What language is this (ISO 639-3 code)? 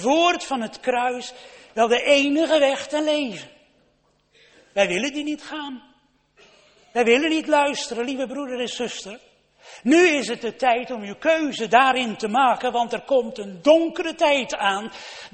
nld